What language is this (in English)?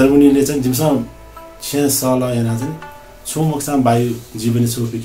Newari